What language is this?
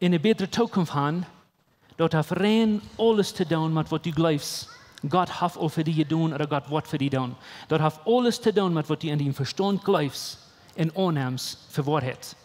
Plautdietsch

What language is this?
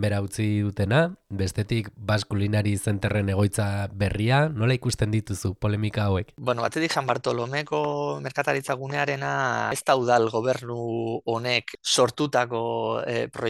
Basque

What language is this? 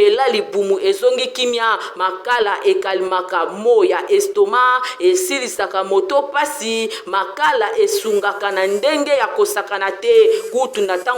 Lingala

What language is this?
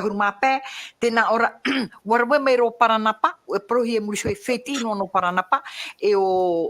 Tahitian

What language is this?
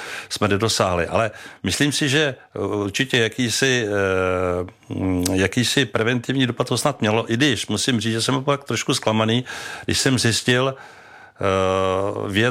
Czech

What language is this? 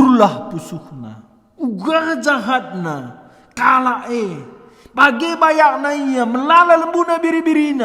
Batak Karo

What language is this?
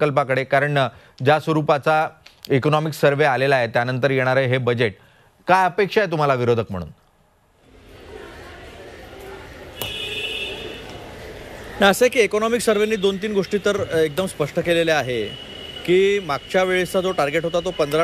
Marathi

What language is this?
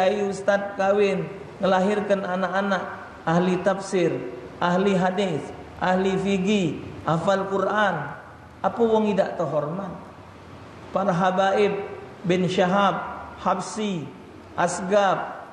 Musi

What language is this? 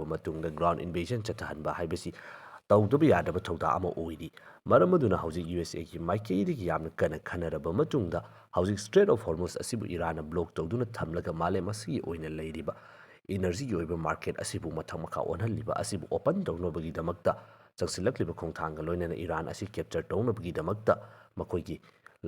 Manipuri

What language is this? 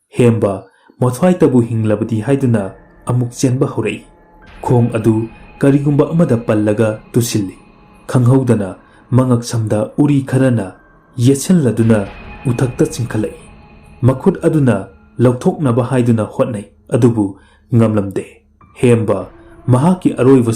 Manipuri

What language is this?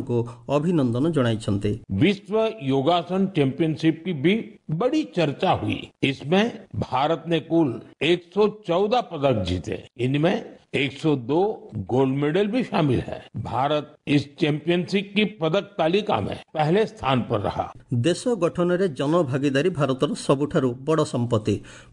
Odia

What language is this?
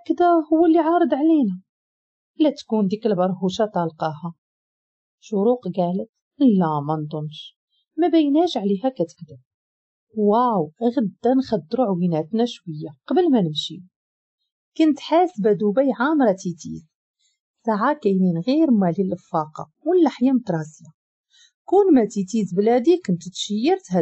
Moroccan Arabic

